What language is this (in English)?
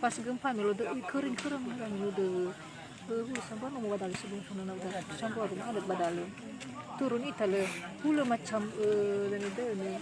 Nias